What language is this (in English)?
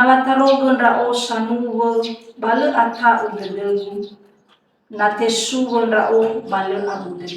Nias